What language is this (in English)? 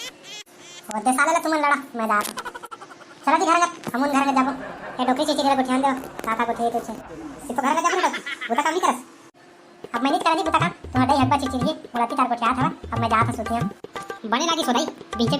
Chhattisgarhi